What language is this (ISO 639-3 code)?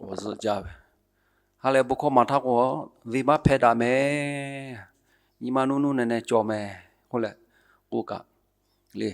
lhu